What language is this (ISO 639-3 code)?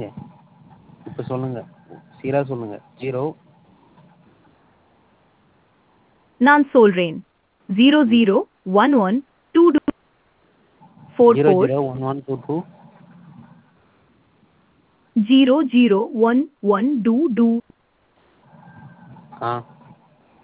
tam